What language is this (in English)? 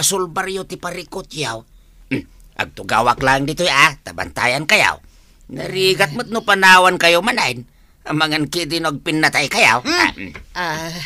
Iloko